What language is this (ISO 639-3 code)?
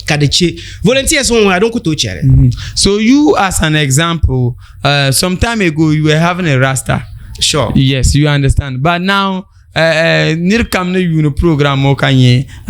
dag